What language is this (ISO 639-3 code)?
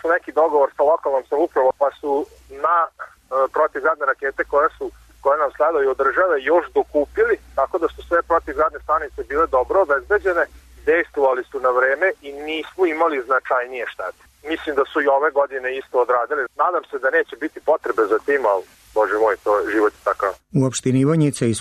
srp